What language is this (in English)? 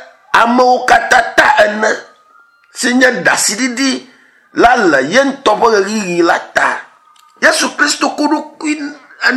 Ewe